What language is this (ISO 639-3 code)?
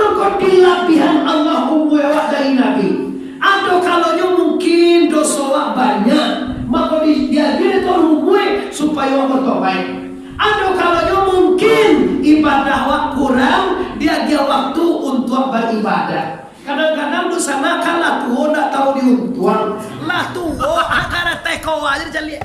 min